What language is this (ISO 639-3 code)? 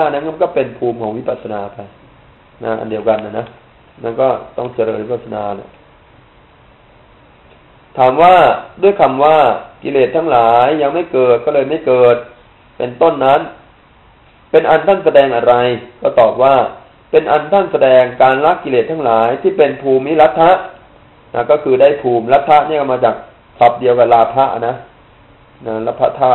tha